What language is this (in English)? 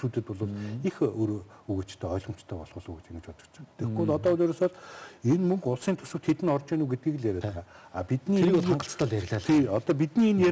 Mongolian